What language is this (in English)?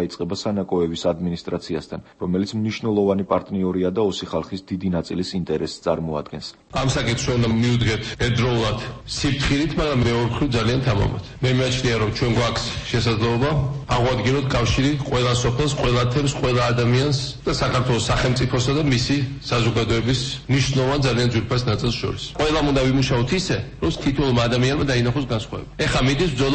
Georgian